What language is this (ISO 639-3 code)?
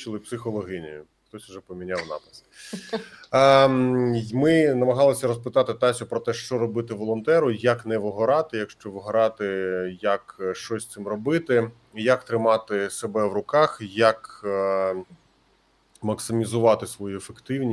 ukr